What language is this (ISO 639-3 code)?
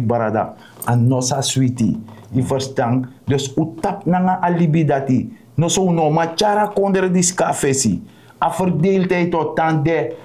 srn